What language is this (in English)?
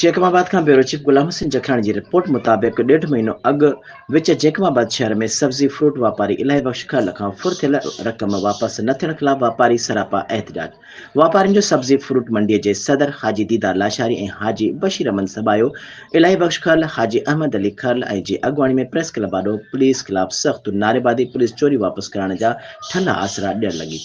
Sindhi